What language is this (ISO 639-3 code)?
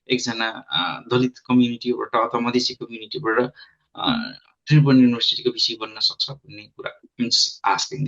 nep